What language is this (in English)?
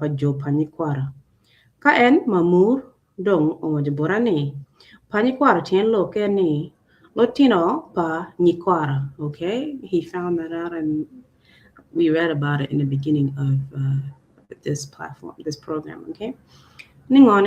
Acoli